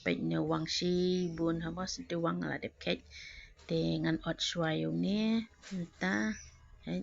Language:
Khasi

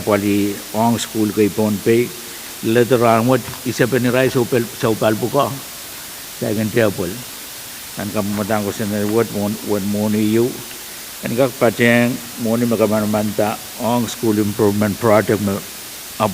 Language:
Pohnpeian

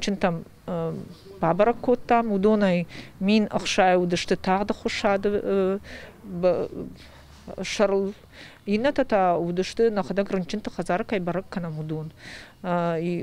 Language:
Ossetic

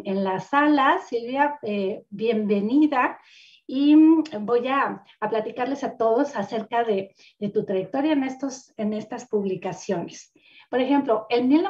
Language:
Spanish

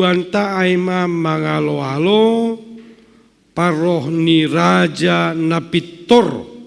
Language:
Batak Simalungun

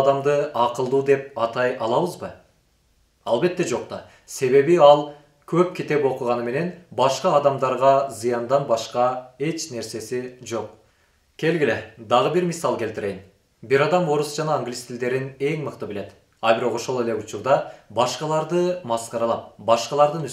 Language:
Kyrgyz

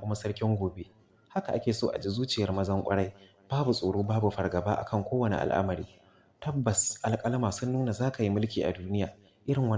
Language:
Hausa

